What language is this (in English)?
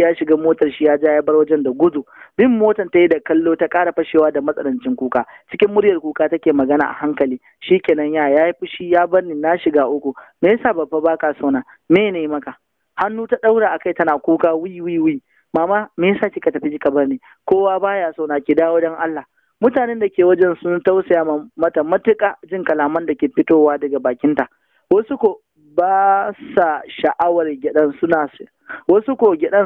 Hausa